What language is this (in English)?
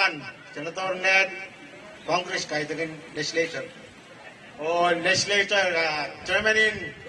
Pohnpeian